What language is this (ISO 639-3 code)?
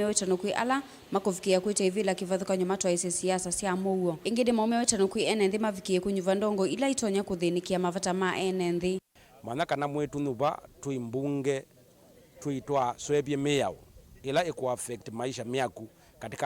kam